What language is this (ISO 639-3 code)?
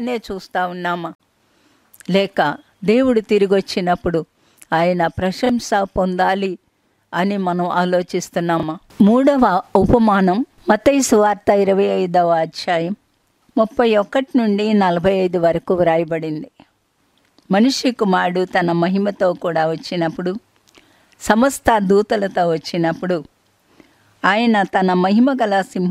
tel